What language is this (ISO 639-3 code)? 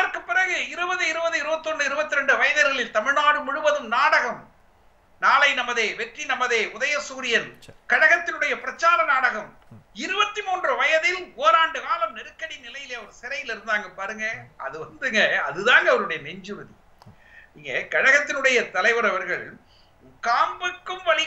tam